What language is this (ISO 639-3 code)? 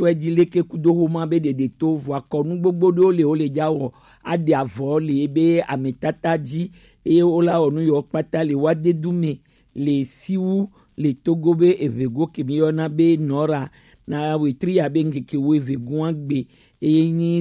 gej